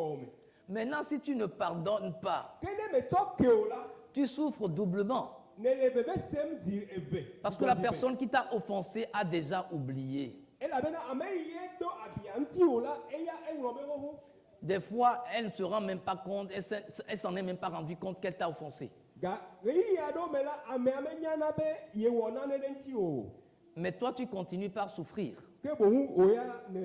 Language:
Ewe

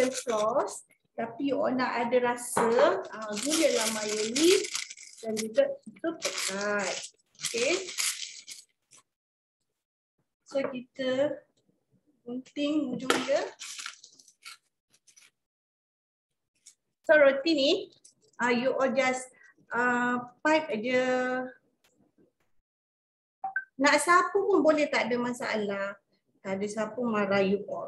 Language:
Malay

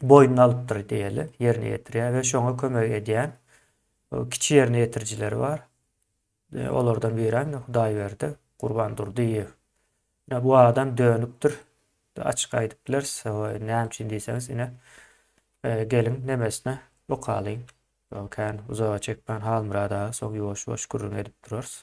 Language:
Turkmen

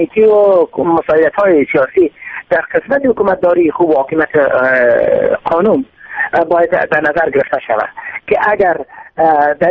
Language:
Persian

